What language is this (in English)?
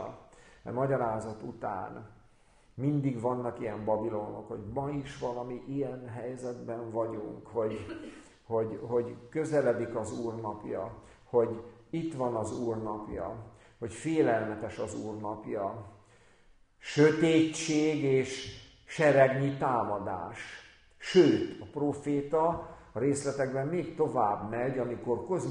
Hungarian